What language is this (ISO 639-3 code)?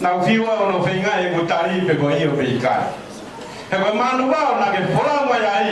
ton